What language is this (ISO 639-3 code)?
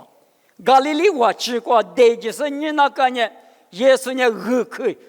lis